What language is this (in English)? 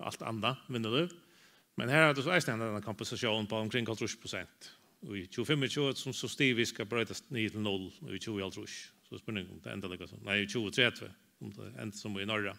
Faroese